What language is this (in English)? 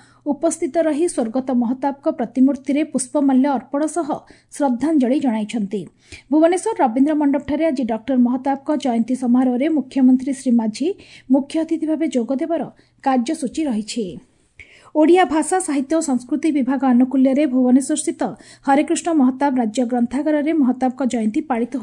Odia